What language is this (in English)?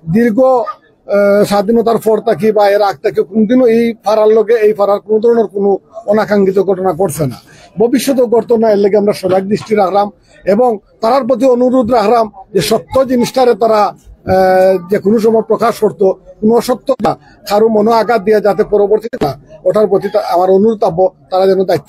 Sylheti